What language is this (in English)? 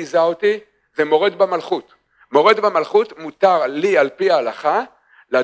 Hebrew